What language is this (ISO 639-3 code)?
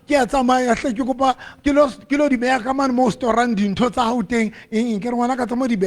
sot